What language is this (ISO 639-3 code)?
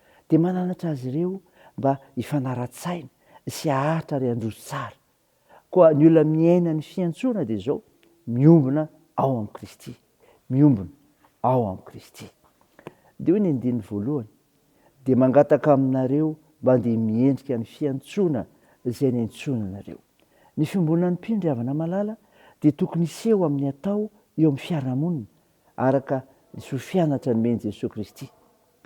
mlg